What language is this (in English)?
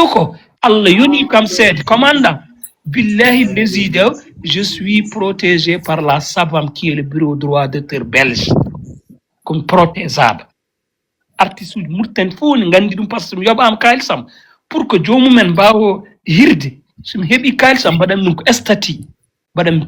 Fula